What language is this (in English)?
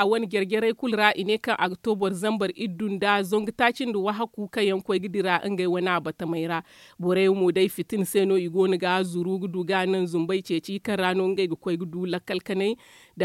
Zarma